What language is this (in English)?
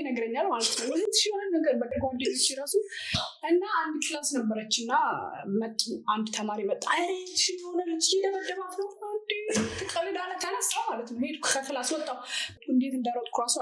Amharic